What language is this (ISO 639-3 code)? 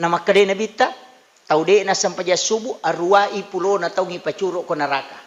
bug